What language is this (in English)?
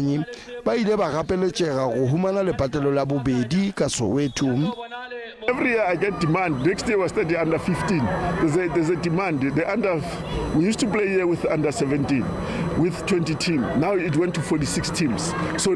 Northern Sotho